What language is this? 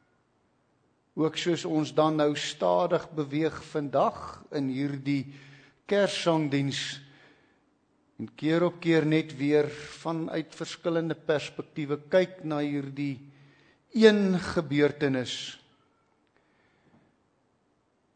Afrikaans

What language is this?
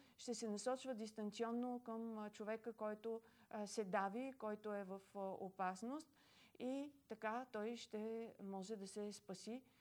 Bulgarian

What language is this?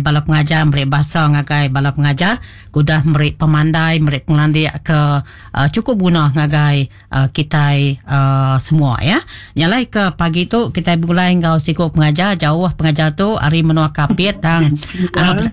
Iban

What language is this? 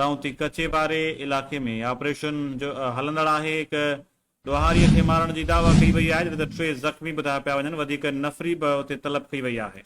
Sindhi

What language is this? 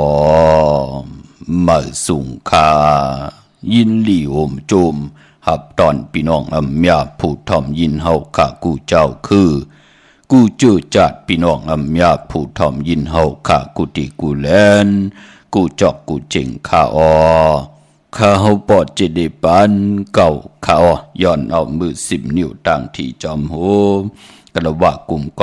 Shan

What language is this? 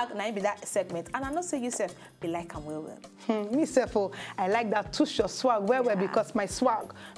Nigerian Pidgin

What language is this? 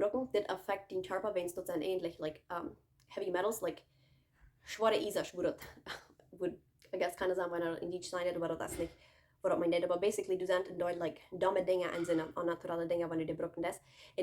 Plautdietsch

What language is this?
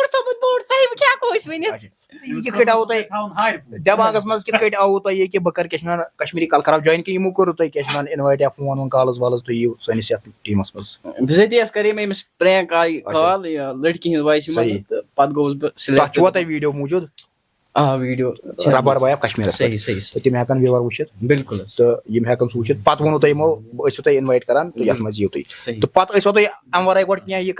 Kashmiri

